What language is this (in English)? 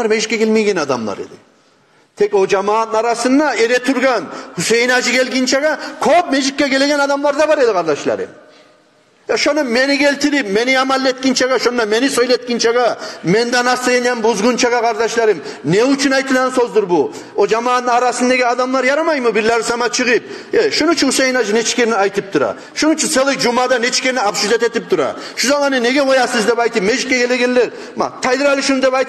Kumyk